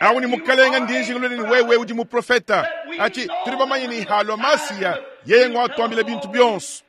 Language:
Luba-Lulua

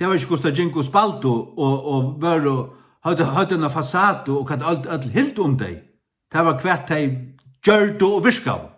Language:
Faroese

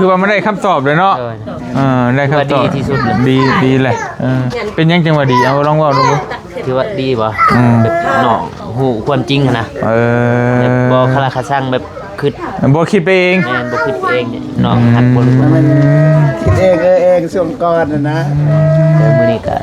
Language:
Lao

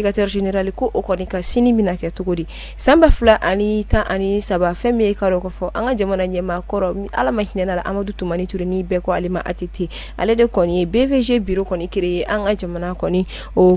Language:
Bambara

